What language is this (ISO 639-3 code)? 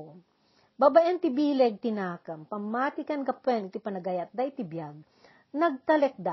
ilo